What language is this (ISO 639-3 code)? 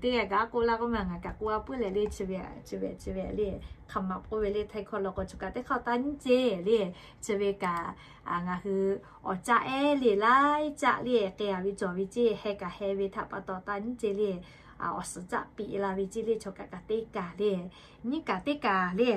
lhu